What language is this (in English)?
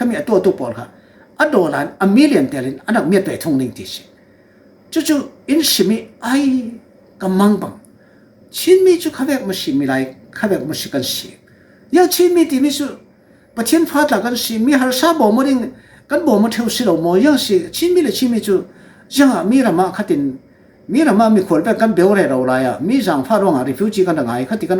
Falam Chin